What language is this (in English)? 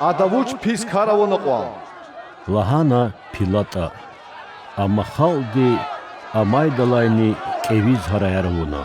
Lezghian